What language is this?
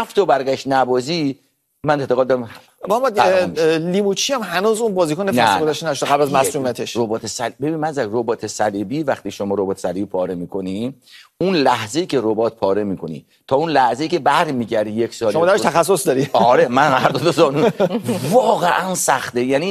Persian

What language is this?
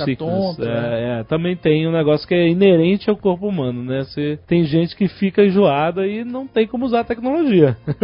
Portuguese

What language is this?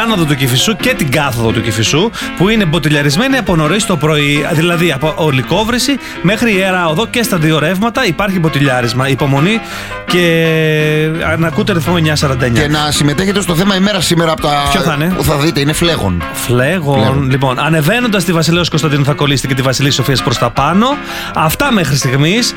Greek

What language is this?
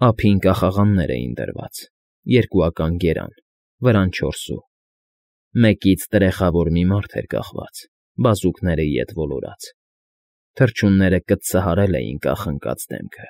Armenian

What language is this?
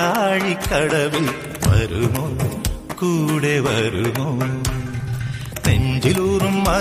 Malayalam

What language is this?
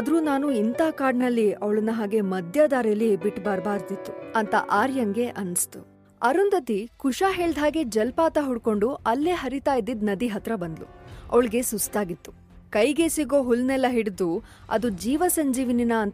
Kannada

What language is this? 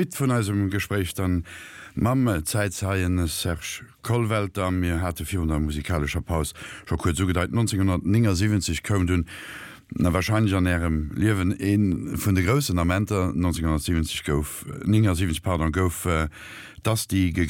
Luxembourgish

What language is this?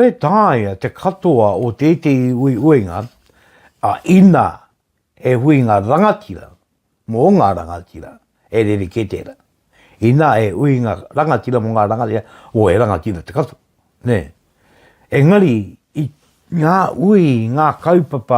Māori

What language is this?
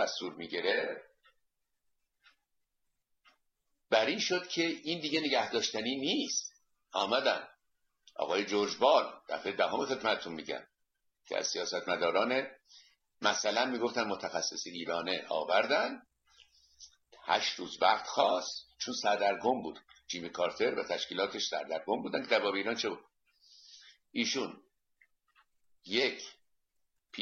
Persian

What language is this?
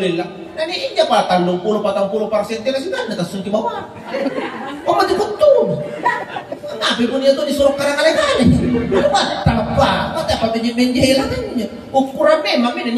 Makasar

